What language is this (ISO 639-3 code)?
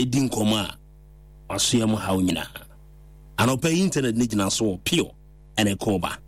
aka